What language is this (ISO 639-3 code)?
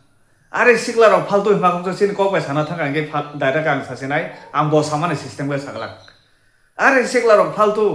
trp